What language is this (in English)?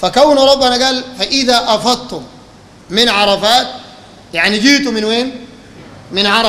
Sudanese Arabic